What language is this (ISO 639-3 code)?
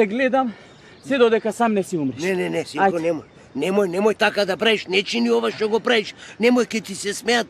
mkd